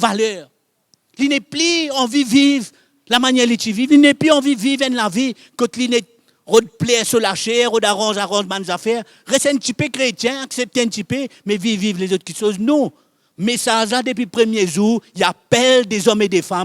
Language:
Morisyen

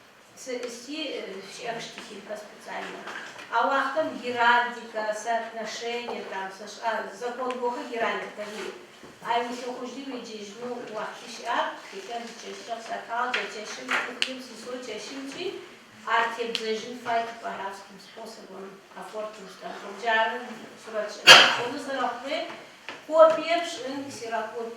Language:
Adyghe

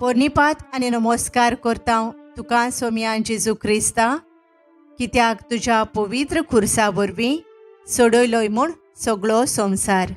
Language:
Konkani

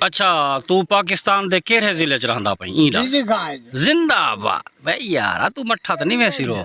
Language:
Saraiki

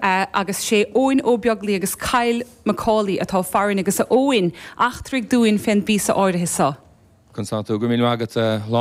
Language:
Irish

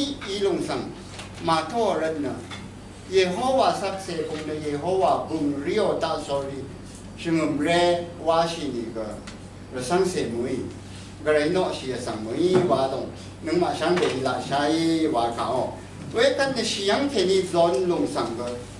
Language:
Rawang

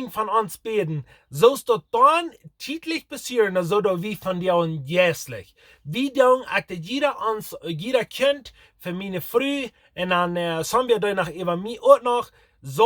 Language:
Plautdietsch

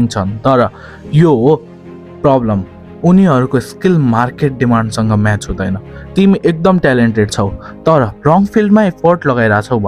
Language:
Nepali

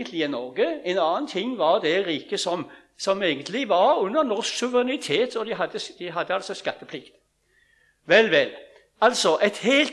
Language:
Norwegian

